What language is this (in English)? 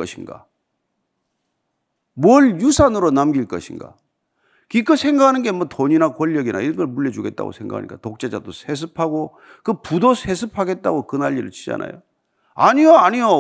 Korean